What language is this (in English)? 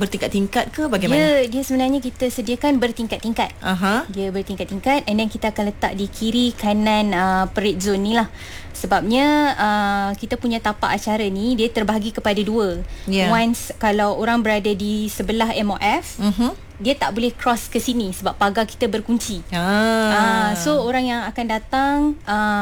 Malay